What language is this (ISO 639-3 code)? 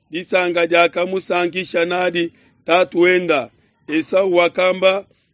lua